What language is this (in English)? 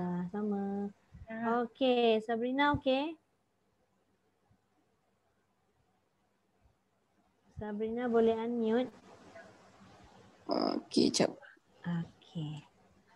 Malay